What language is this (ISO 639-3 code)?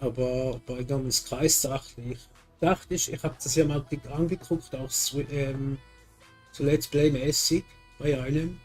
gsw